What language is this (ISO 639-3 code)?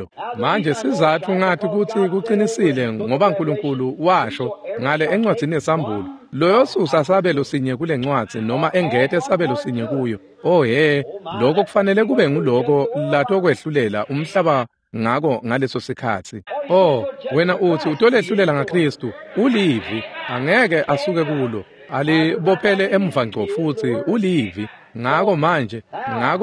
ssw